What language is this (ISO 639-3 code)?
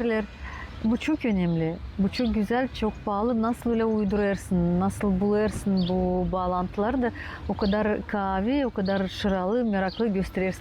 gag